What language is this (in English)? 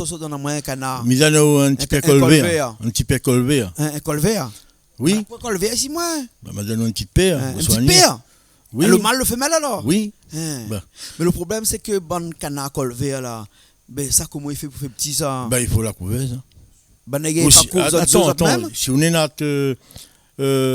Réunion Creole French